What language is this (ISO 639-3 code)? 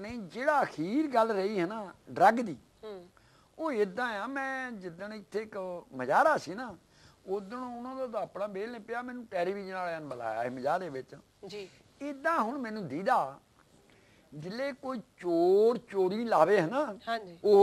pan